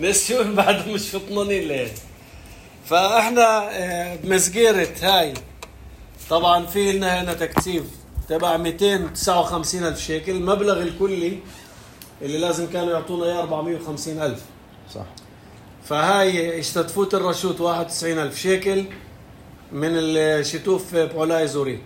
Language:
North Levantine Arabic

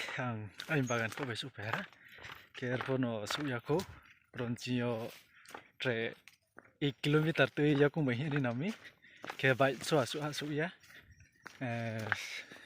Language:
Riang (India)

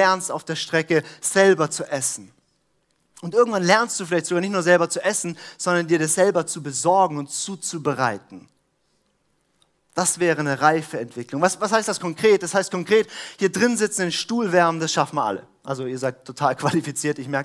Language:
German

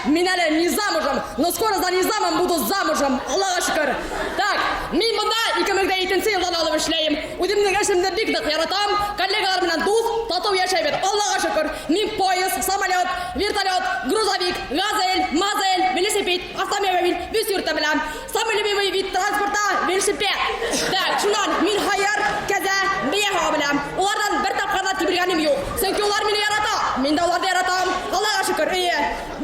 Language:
Bashkir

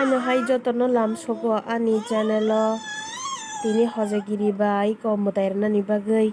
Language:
Kok Borok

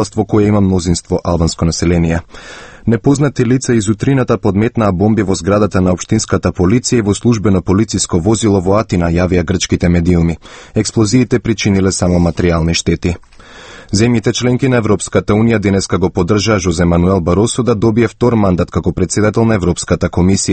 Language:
Macedonian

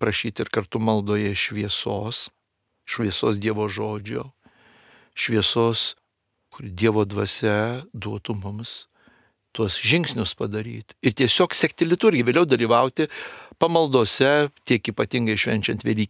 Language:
Lithuanian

